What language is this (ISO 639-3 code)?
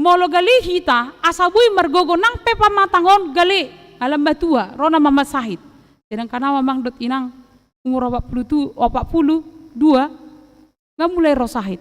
bbc